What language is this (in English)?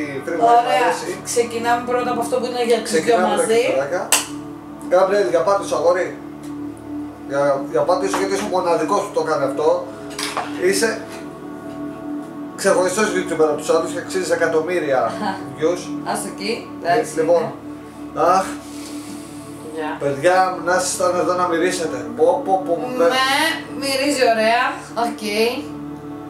Greek